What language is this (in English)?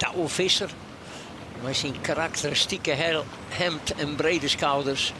Western Frisian